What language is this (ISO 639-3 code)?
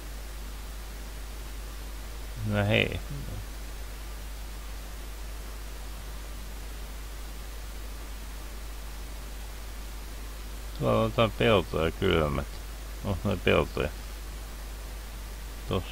fin